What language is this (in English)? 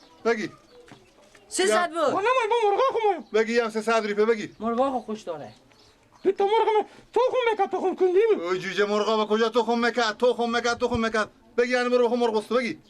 Persian